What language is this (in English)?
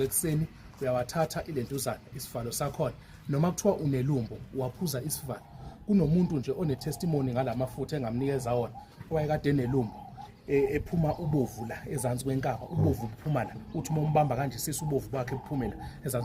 Zulu